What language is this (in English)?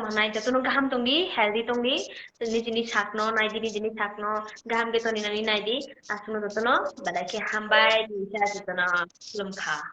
Kok Borok